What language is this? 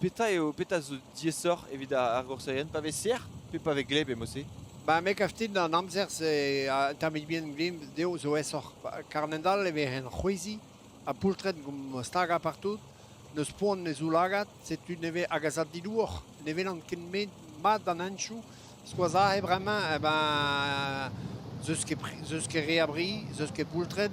Breton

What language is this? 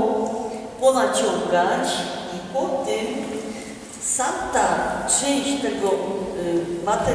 Silesian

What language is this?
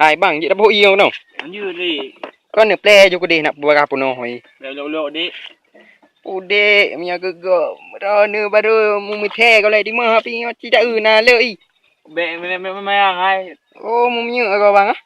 Achinese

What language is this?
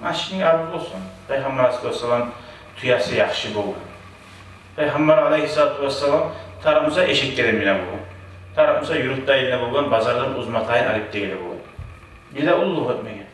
Kumyk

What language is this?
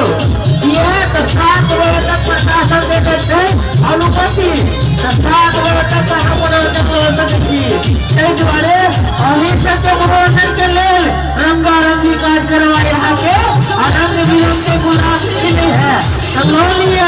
Maithili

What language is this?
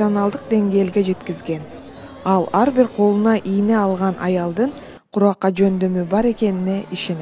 Kyrgyz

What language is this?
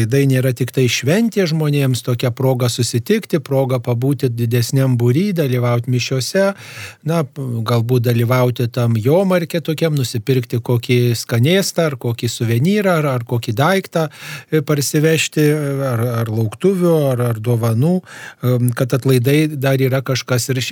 Lithuanian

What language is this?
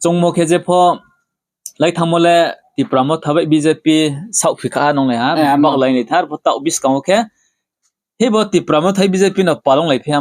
Riang (India)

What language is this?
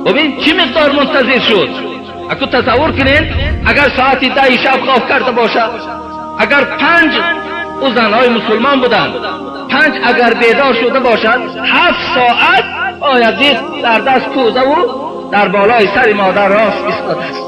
Tajik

